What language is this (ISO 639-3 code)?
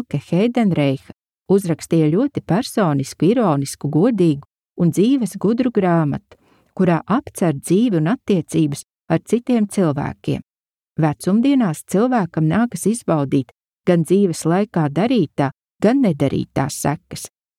lav